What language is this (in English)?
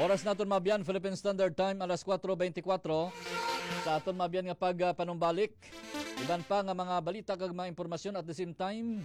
Hiligaynon